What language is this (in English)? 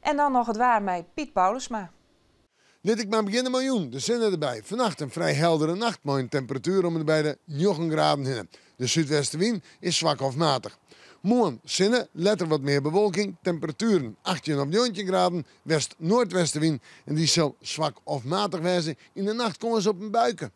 Western Frisian